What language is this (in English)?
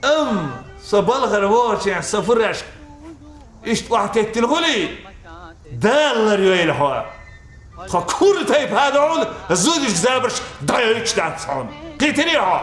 Chechen